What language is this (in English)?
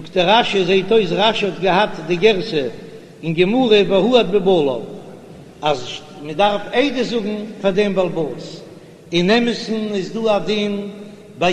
Yiddish